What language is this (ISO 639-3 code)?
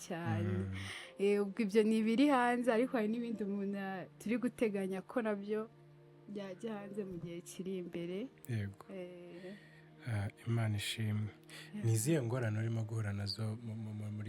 kin